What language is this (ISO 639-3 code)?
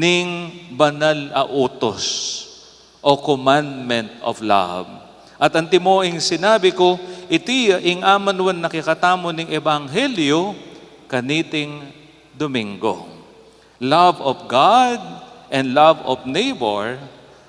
pam